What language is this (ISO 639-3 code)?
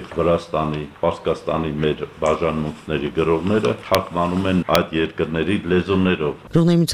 hye